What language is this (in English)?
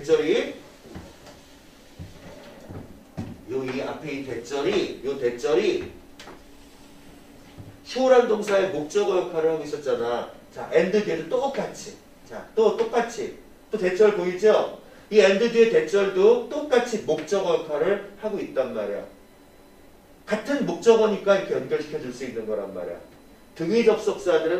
Korean